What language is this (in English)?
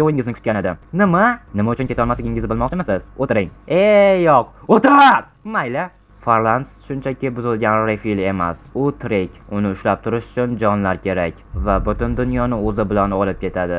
Uzbek